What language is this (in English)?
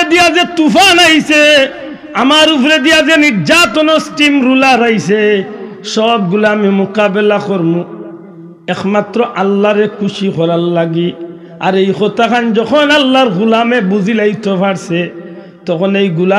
Sylheti